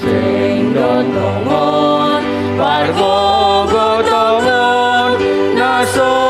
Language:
Batak Simalungun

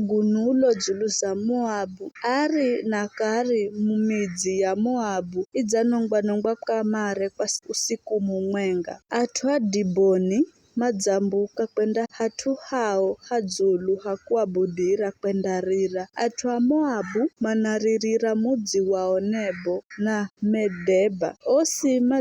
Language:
Giryama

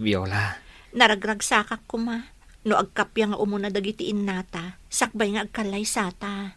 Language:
Iloko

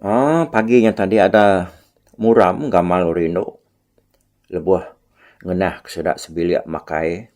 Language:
Iban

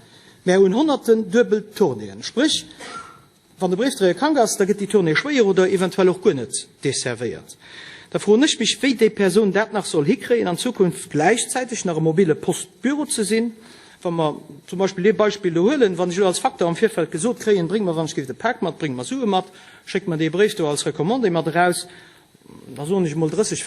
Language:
Luxembourgish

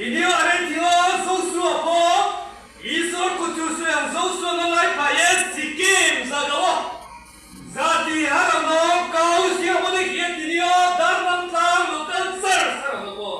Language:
Riang (India)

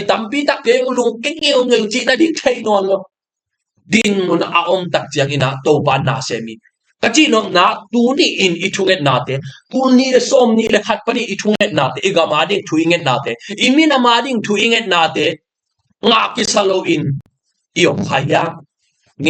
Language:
Tedim Chin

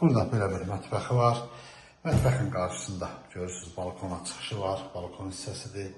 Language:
Azerbaijani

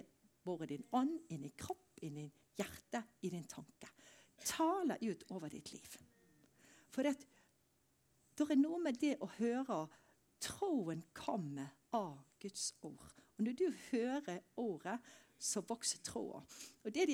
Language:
Norwegian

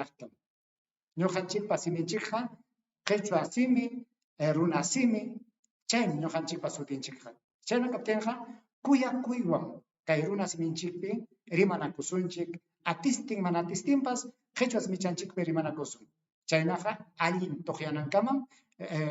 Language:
Ayacucho Quechua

